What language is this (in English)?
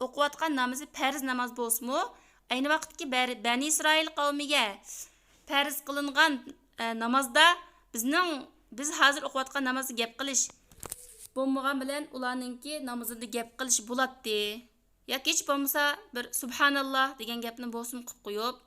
Uyghur